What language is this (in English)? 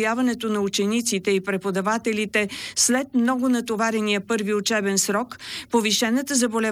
Bulgarian